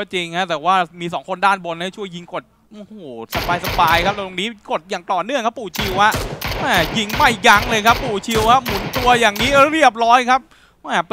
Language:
Thai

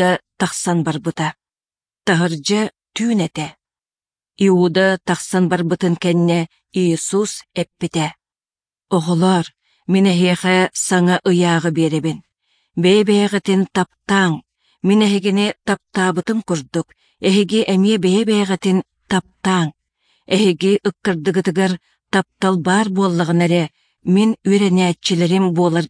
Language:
Yakut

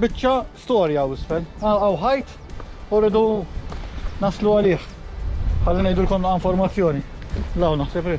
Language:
Maltese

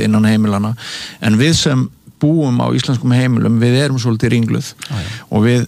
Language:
Icelandic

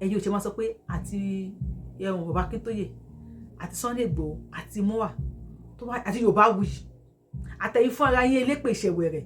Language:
Yoruba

